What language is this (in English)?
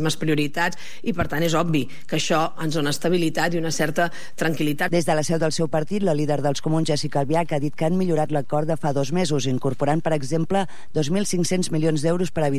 Catalan